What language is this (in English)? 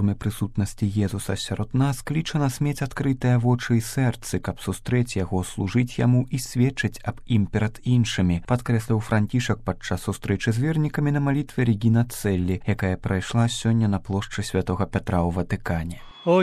Belarusian